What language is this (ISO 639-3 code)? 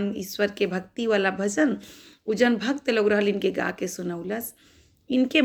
bho